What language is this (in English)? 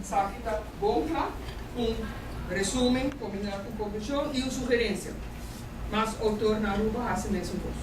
Papiamento